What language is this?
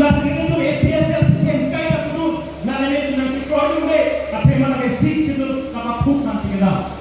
Karbi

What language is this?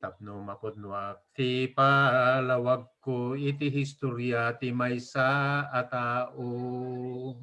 Iloko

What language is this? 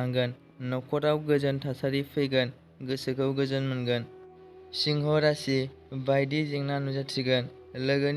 Bodo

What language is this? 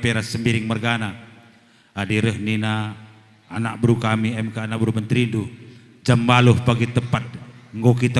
Batak Karo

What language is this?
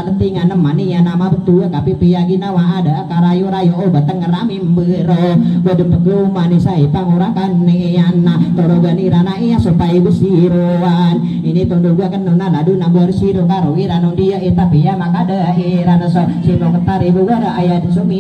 Maranao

